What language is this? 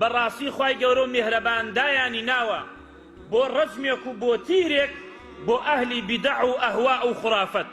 Central Kurdish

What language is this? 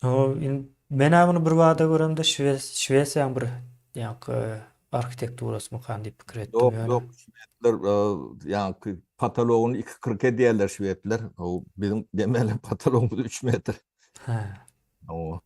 Turkmen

